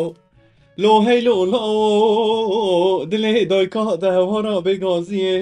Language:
Kurdish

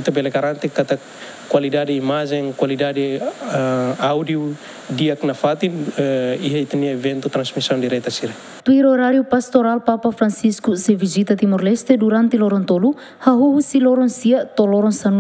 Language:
Tetum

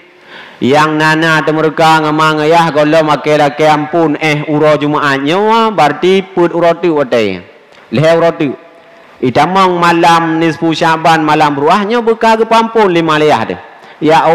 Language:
Achinese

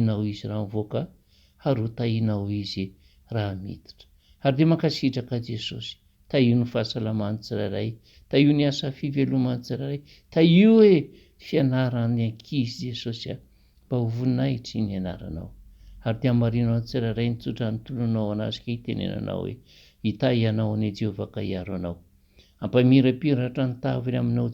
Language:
Malagasy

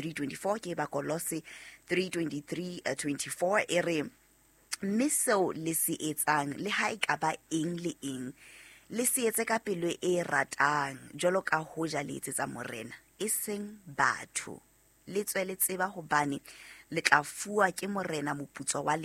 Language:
Southern Sotho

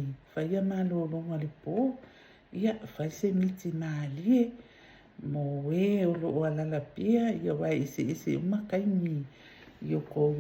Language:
Samoan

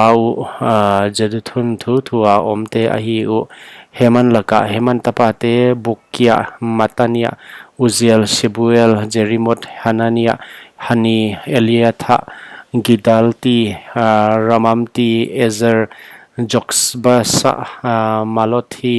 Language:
Paite Chin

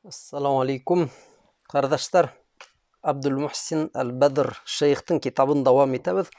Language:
Bashkir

